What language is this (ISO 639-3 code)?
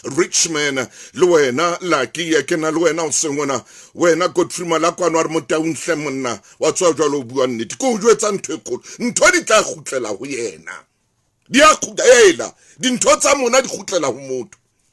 sot